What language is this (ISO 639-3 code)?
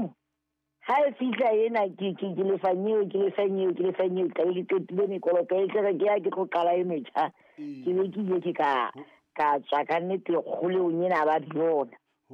sot